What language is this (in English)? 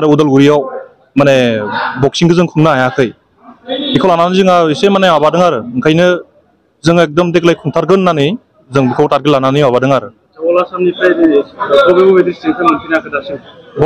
Bodo